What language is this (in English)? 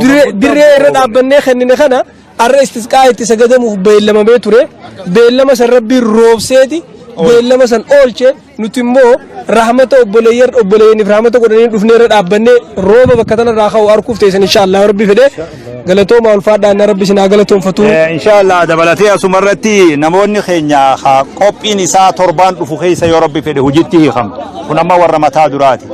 Oromo